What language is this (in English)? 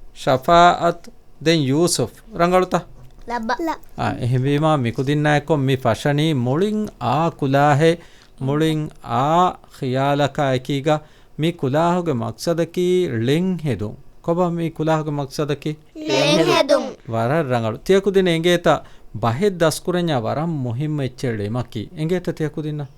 Divehi